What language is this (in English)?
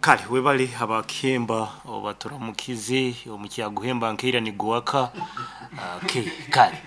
Nyoro